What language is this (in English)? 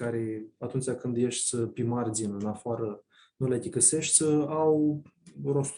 Aromanian